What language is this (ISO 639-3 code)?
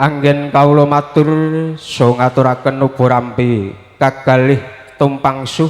jav